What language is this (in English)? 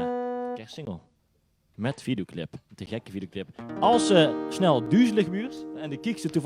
Limburgish